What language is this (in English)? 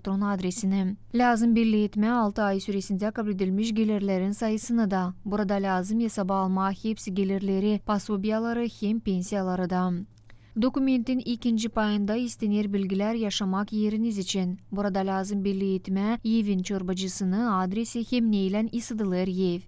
Gagauz